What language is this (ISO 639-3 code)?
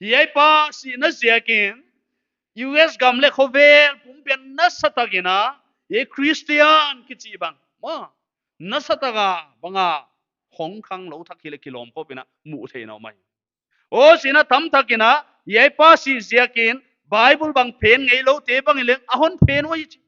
pck